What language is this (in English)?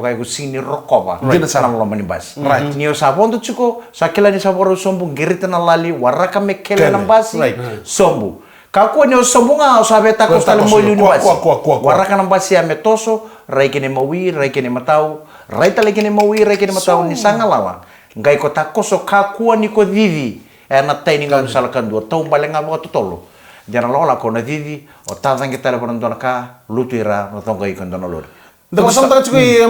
Fijian